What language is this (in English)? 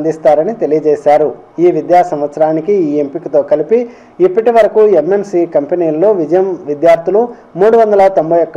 Telugu